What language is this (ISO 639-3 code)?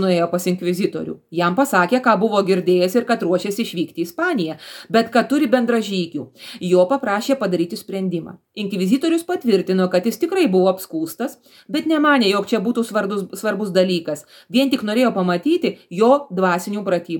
lit